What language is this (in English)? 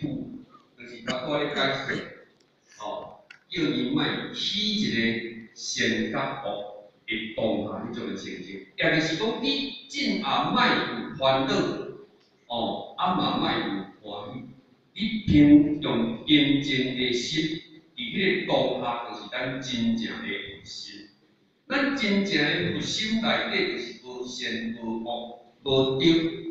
Min Nan Chinese